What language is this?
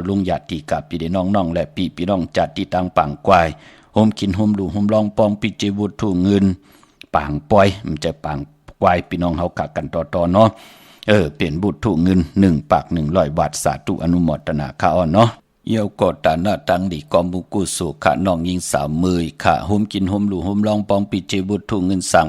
Shan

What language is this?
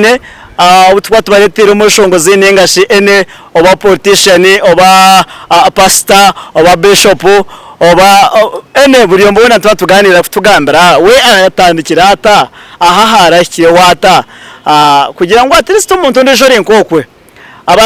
Nyankole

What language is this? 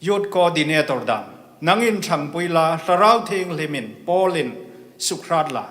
Hmar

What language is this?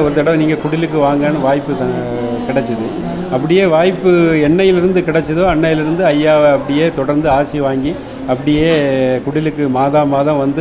Tamil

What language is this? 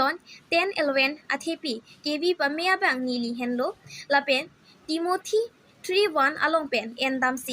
Karbi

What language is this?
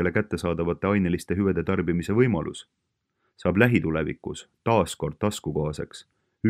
Estonian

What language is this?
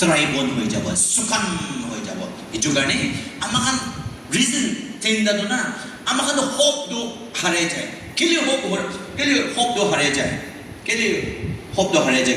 Naga Pidgin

